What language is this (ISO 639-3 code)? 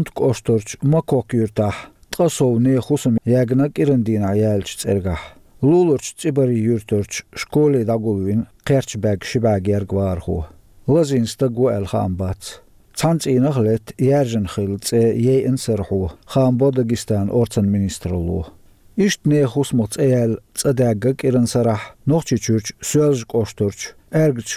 che